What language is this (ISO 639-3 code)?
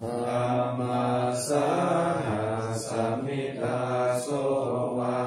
pli